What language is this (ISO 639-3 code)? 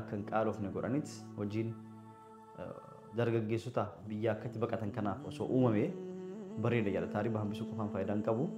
orm